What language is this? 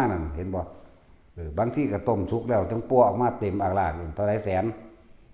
Northeastern Thai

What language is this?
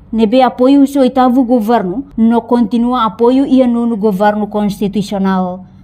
Tetum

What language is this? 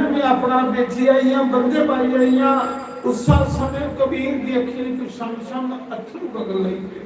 Dogri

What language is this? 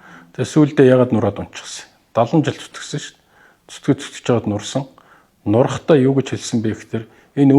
Mongolian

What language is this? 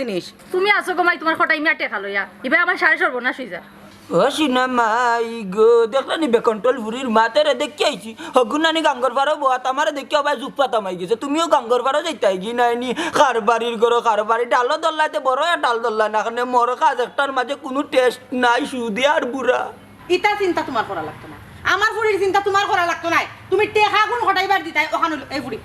Sylheti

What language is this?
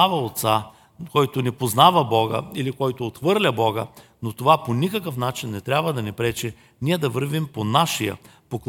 Bulgarian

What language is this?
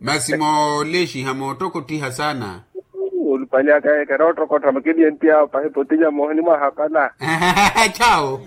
Makhuwa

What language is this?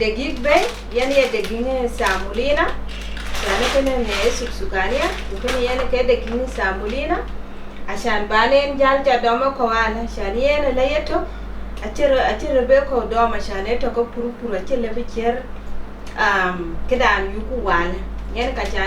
Dinka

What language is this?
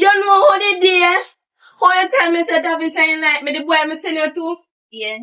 Jamaican Creole English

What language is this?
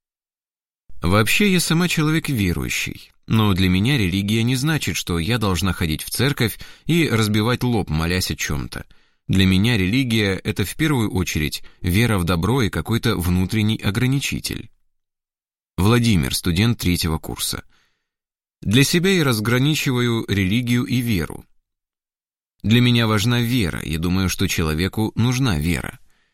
Russian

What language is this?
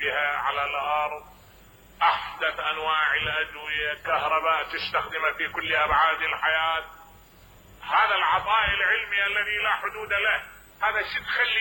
Mesopotamian Arabic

